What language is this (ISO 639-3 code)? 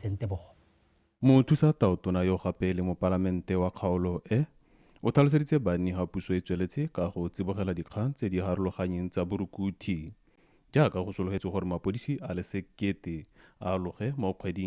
tsn